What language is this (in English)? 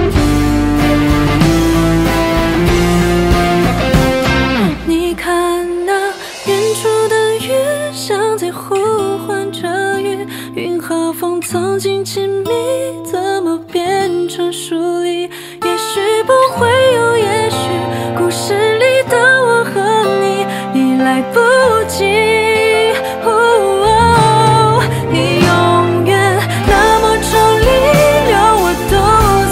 Chinese